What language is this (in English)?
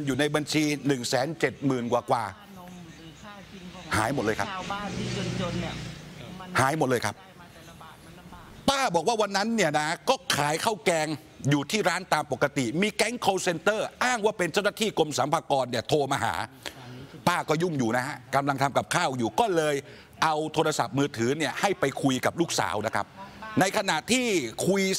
Thai